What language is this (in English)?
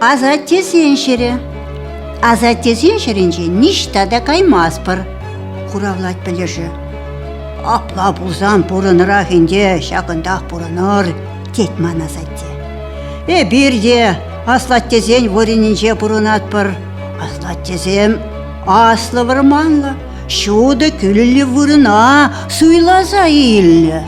Chuvash